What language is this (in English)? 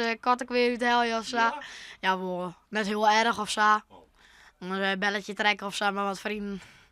Western Frisian